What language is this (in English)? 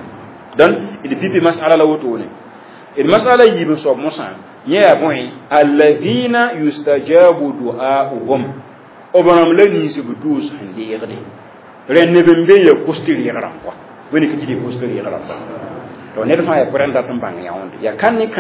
Mossi